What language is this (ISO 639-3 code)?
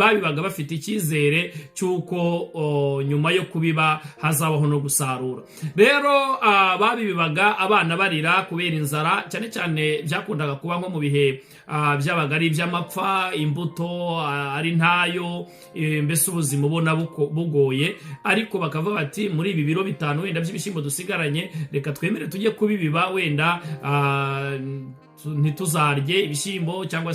kin